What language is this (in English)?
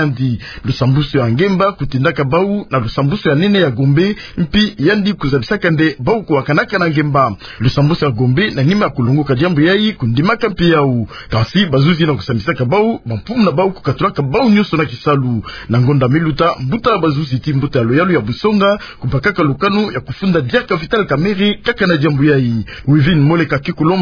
Kituba (Democratic Republic of Congo)